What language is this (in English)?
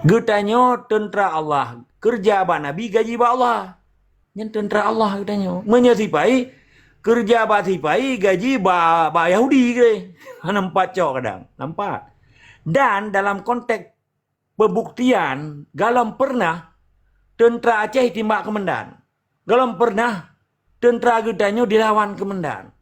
Achinese